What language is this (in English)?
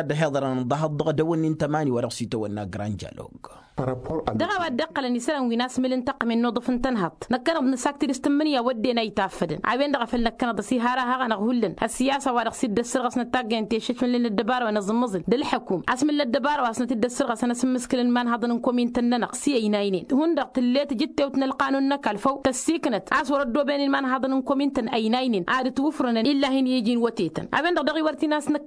Tamasheq